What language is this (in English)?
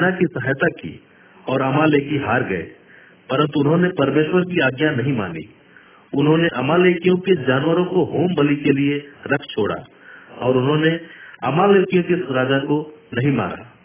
Hindi